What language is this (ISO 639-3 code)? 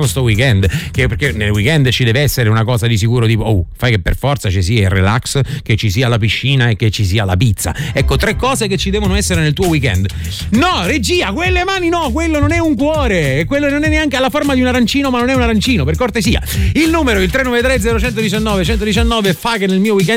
ita